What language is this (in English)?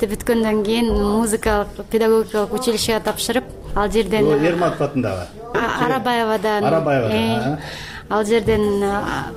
Kyrgyz